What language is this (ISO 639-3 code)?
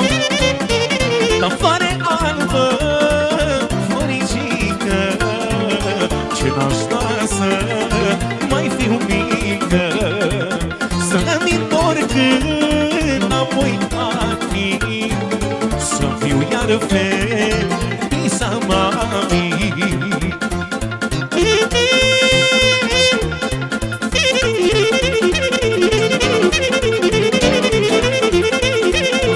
ron